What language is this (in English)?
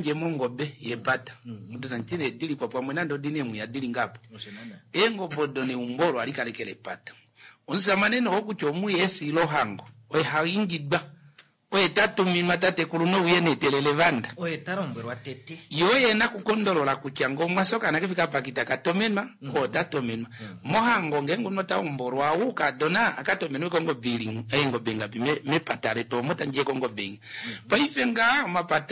Kuanyama